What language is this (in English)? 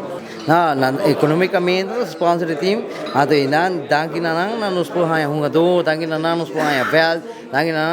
Papiamento